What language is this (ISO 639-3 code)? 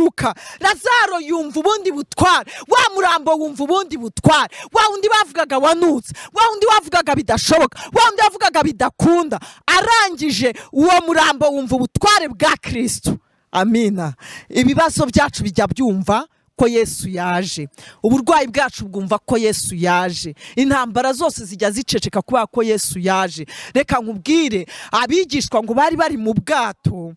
kin